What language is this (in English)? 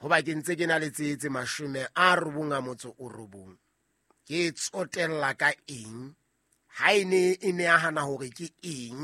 Southern Sotho